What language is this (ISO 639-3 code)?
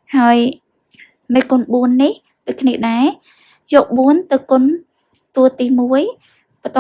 khm